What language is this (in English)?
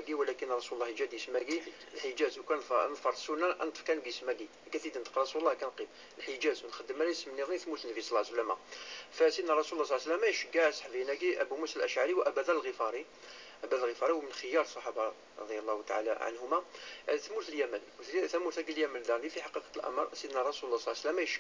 Kabyle